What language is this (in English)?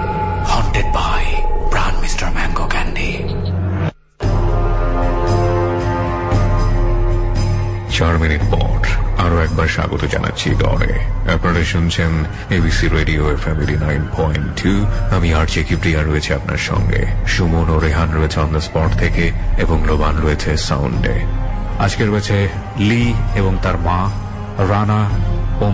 Bangla